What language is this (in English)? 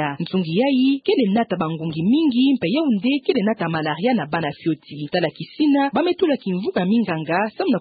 Kituba (Democratic Republic of Congo)